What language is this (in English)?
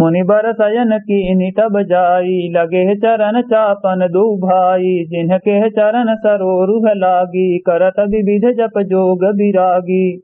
Awadhi